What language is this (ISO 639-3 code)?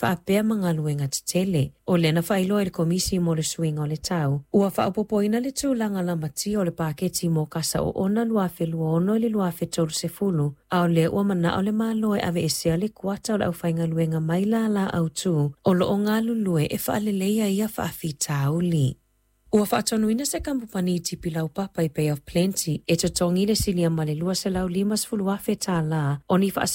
smo